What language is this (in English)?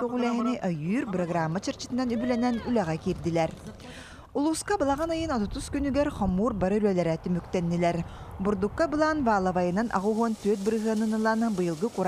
Yakut